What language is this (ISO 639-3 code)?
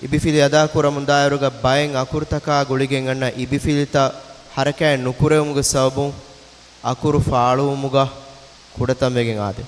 div